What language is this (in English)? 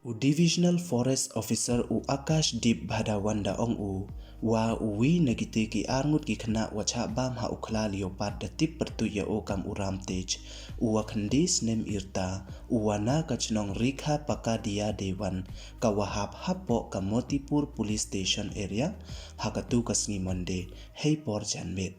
Pnar